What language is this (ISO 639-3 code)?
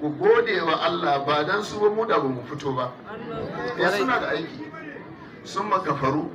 hau